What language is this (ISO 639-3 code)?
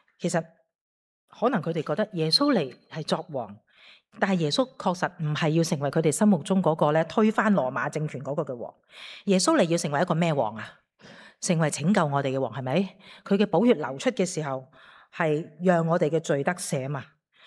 yue